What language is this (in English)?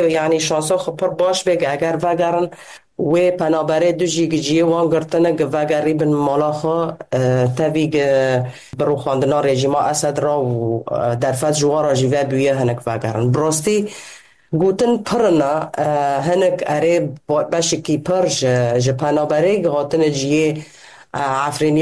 Kurdish